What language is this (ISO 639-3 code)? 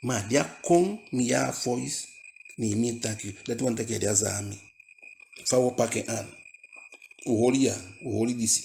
djk